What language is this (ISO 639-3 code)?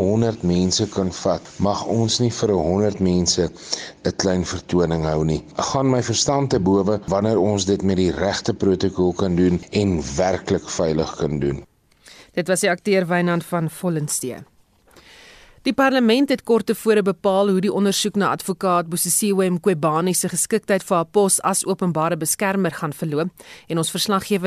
afr